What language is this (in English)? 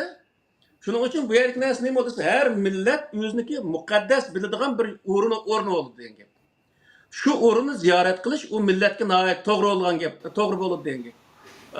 Uyghur